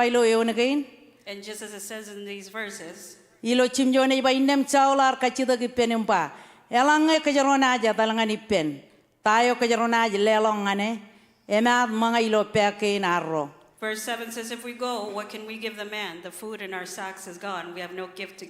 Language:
Marshallese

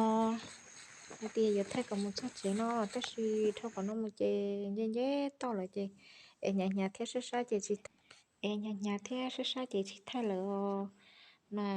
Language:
Hmong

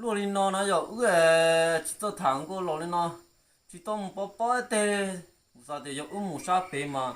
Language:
Hmong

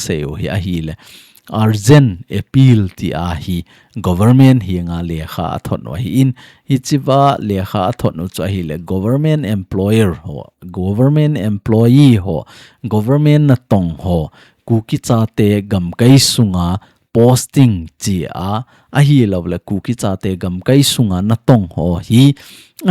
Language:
Thado Chin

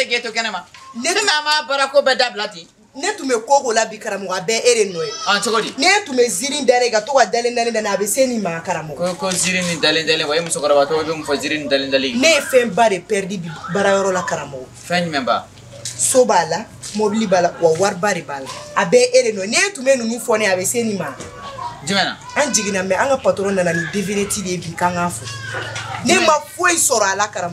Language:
Bambara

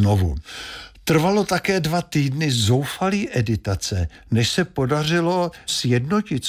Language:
Czech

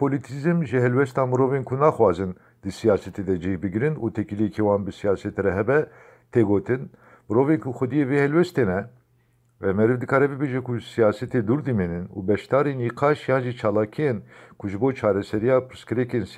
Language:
Kurdish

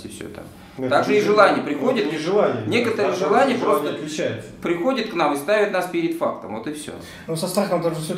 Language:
Russian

